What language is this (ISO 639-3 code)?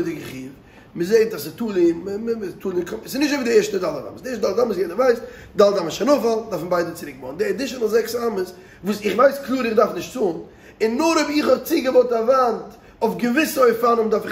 yid